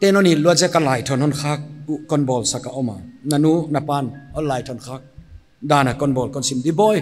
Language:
Paite Chin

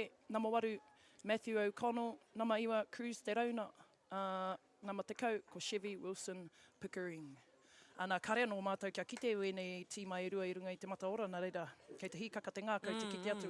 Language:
Māori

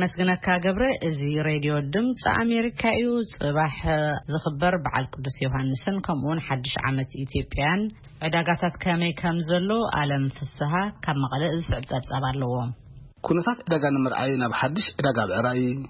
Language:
Tigrinya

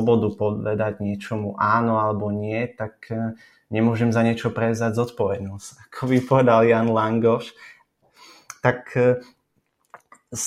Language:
Slovak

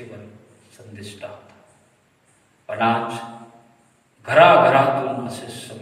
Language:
Marathi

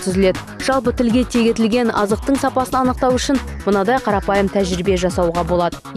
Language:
Kazakh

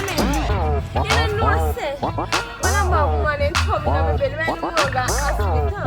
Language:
Jamaican Creole English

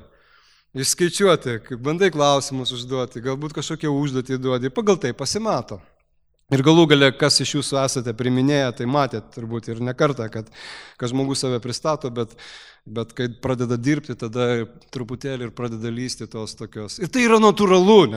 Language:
Lithuanian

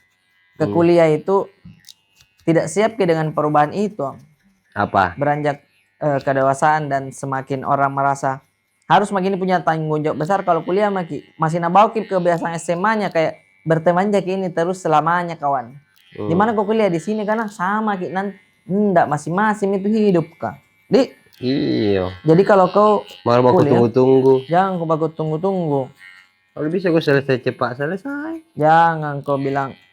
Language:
Makassar Malay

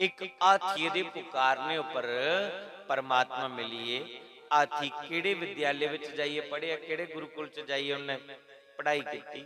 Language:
Dogri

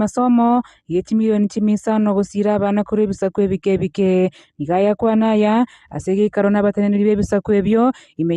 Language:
Gusii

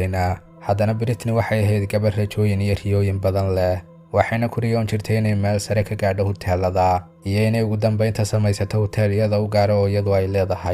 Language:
Somali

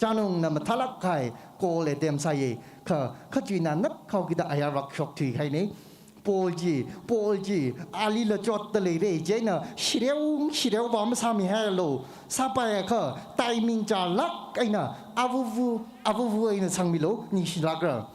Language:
Tangkhul Naga (India)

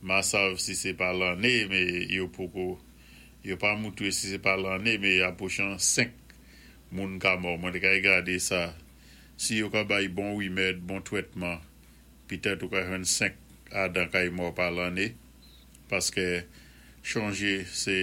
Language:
Saint Lucian Creole French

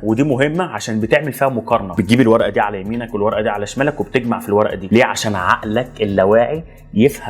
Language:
Egyptian Arabic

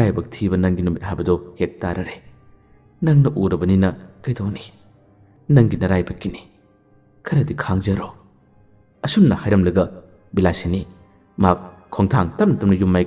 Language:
Manipuri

